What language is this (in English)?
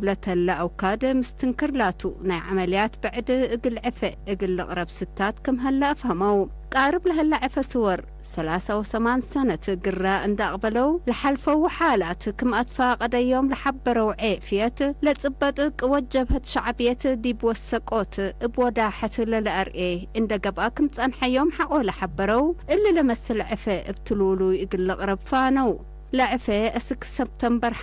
Tigre